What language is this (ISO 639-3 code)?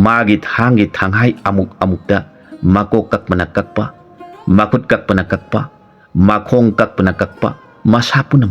mni